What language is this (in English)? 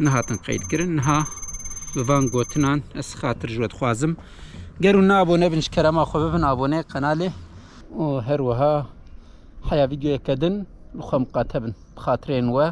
Kurdish